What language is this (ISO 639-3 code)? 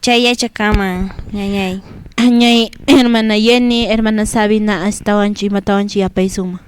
que